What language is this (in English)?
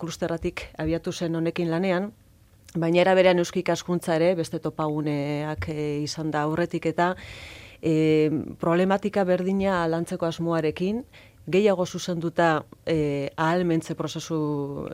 Basque